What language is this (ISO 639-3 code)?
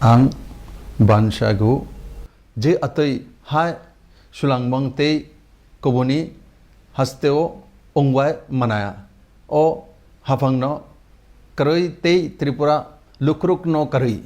trp